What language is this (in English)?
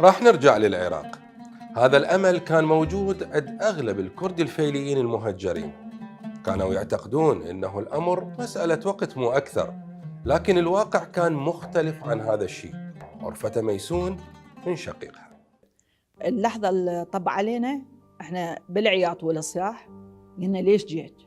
Mesopotamian Arabic